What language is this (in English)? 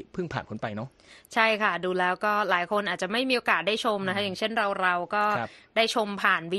Thai